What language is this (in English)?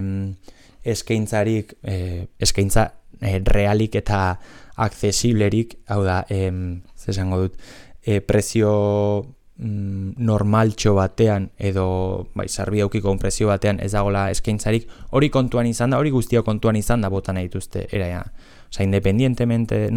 Basque